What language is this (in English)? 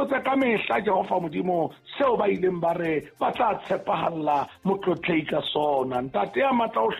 Southern Sotho